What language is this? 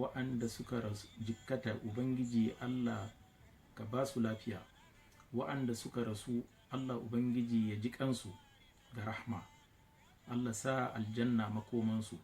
Hausa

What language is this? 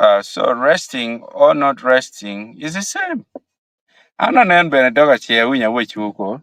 Acoli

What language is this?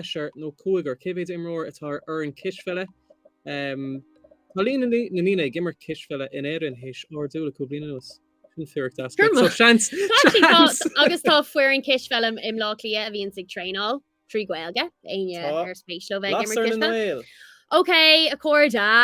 Irish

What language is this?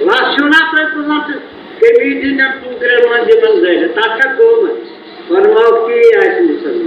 Kashmiri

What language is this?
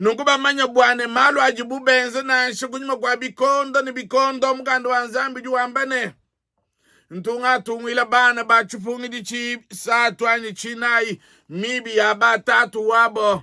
Luba-Lulua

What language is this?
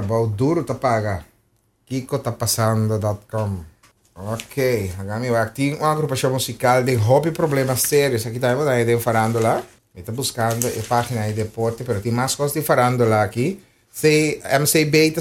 Papiamento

